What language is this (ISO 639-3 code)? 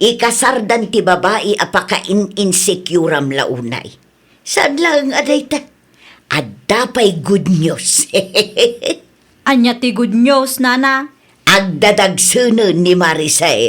ilo